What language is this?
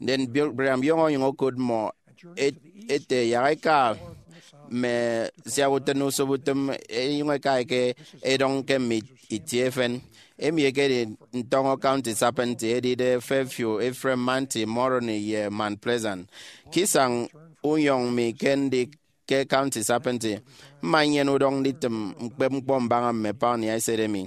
Efik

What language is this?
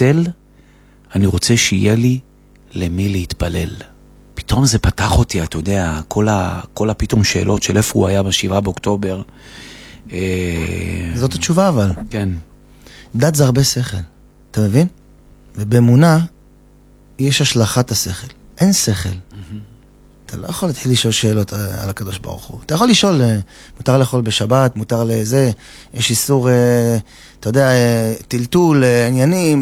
Hebrew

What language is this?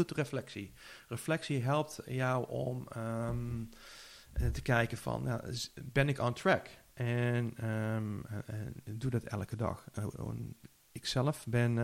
Dutch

